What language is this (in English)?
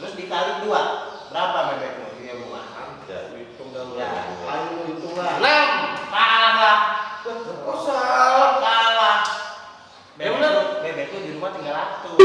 Betawi